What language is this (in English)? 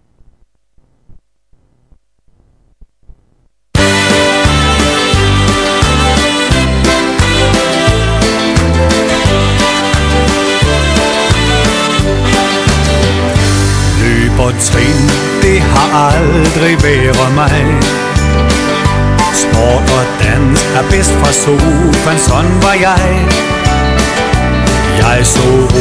Danish